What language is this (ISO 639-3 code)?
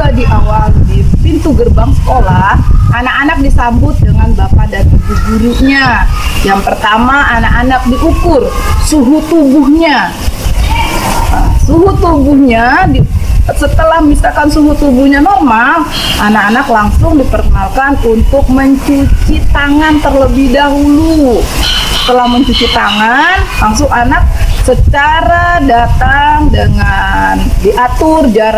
ind